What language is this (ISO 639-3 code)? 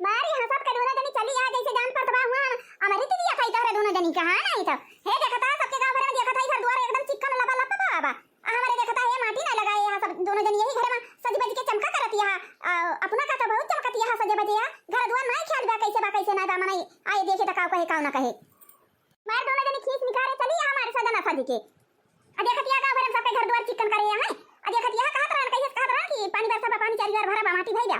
awa